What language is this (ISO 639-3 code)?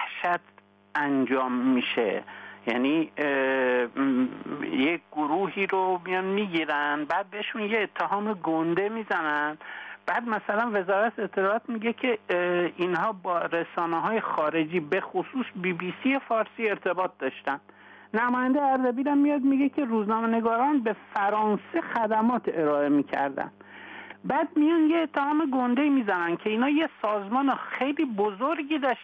fas